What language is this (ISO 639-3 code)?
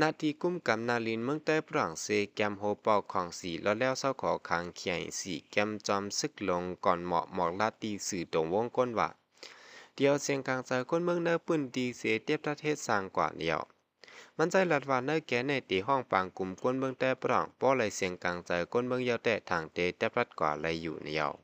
shn